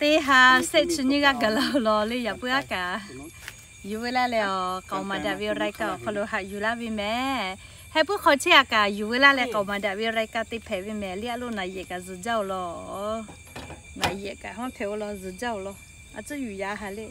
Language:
Lahu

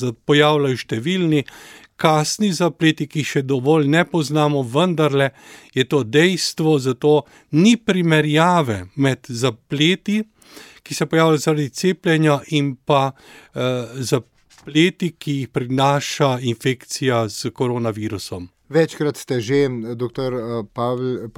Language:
Slovenian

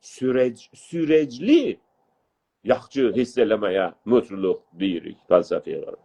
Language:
South Azerbaijani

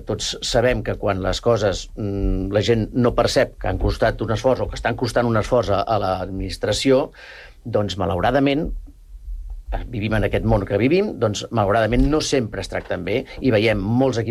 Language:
Catalan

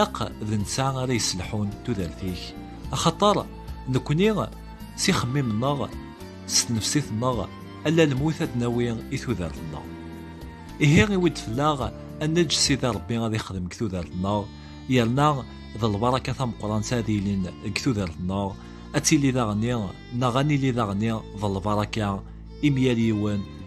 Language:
Kabyle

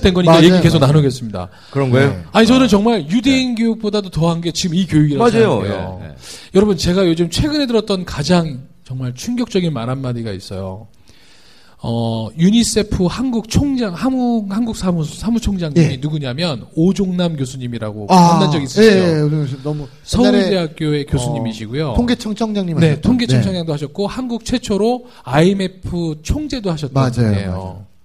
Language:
Korean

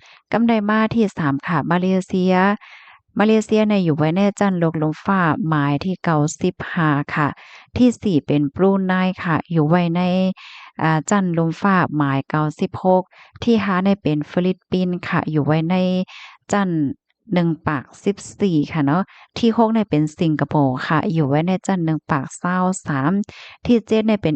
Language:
Shan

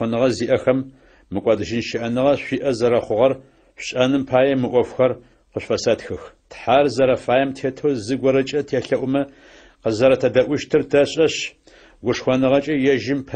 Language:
Adyghe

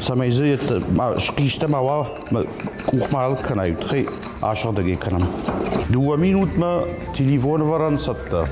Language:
Ossetic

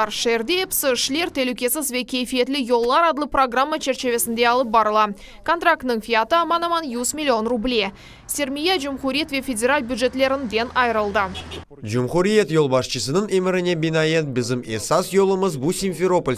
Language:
Crimean Tatar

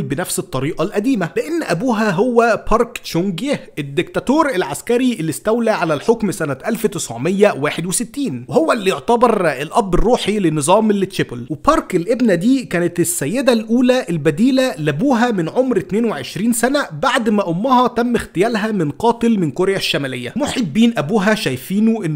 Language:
Egyptian Arabic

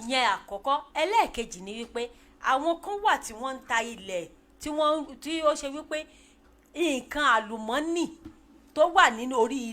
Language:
Yoruba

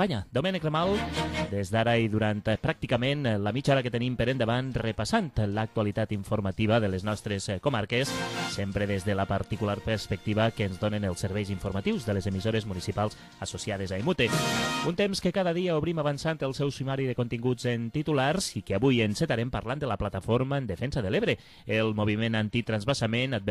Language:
Catalan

